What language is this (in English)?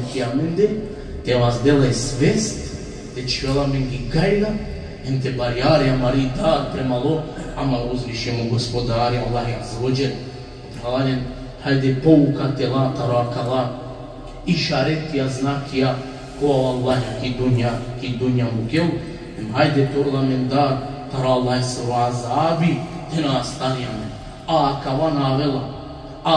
Balkan Romani